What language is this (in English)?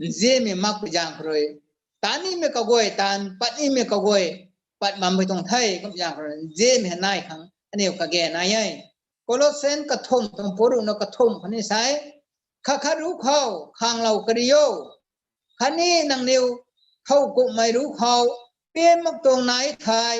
Rongmei Naga